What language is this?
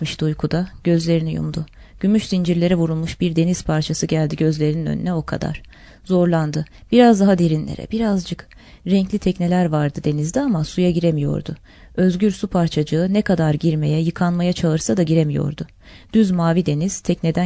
Turkish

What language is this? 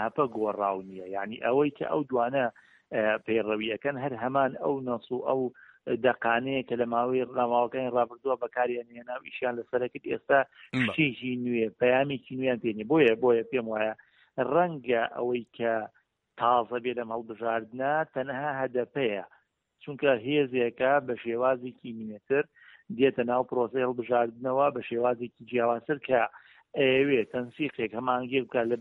Central Kurdish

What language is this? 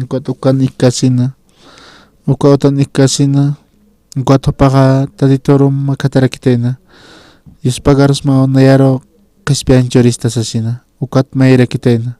Aymara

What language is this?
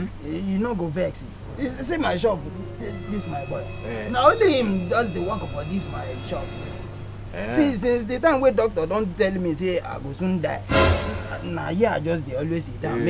Nigerian Pidgin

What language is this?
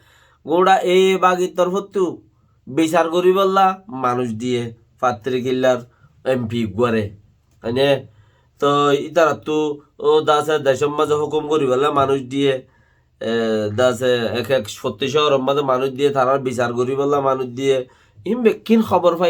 Rohingya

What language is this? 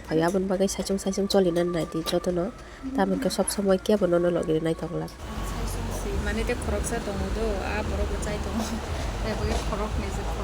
Kok Borok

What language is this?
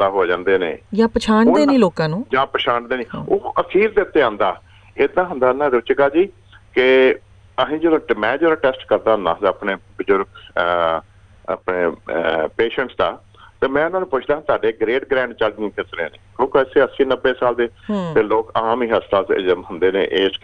Punjabi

